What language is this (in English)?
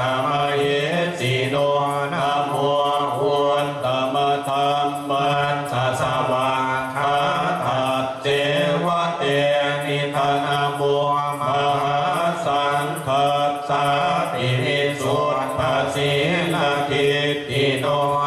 Pali